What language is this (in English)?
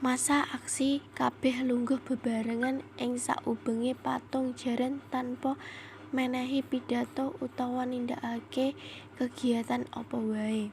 Javanese